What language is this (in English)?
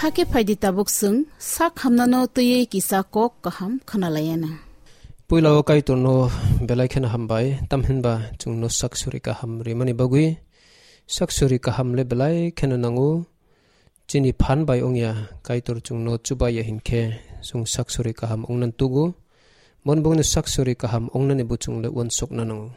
Kok Borok